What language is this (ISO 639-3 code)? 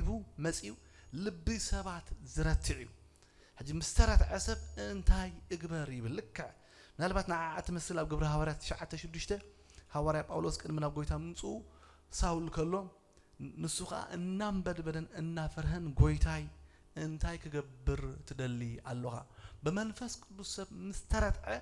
tir